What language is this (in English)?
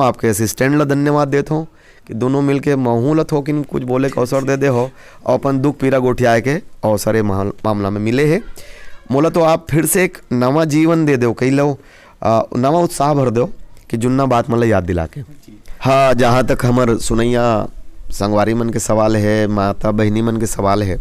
Chhattisgarhi